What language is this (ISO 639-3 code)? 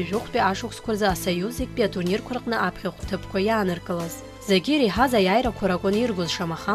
abk